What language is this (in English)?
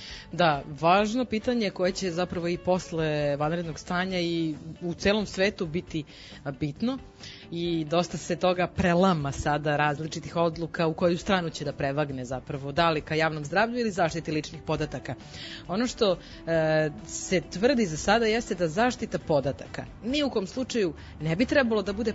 Serbian